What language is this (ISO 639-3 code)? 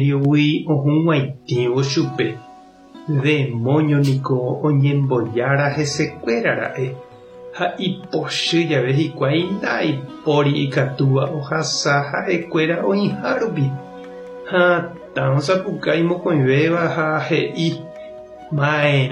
grn